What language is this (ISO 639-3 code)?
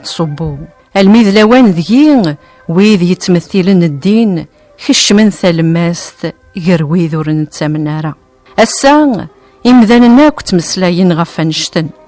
kab